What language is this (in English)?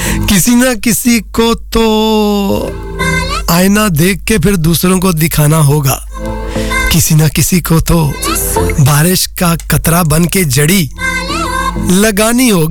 Hindi